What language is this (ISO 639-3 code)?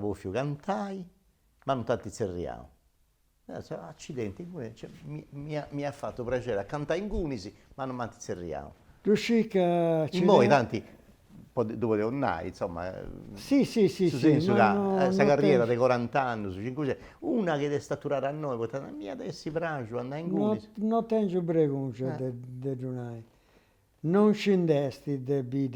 srd